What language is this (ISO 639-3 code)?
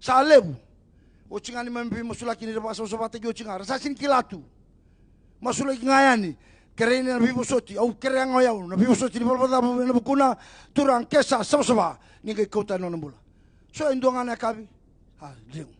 fij